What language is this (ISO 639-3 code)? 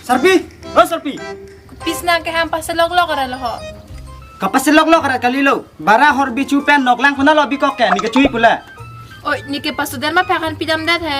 mjw